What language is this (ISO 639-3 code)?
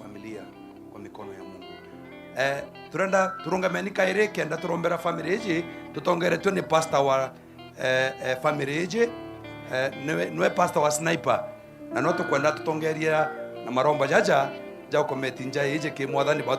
mer